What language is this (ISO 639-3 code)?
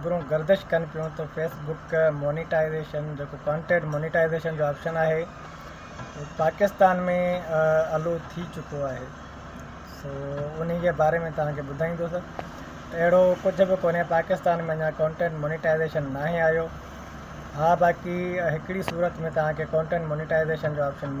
snd